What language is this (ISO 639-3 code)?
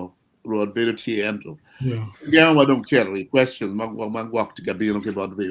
ach